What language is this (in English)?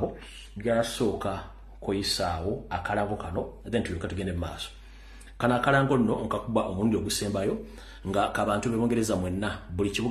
Ganda